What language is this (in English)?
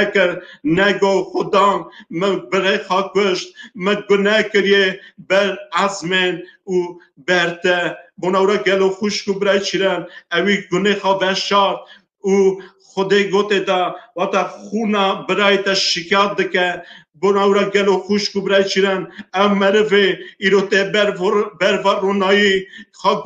Kurdish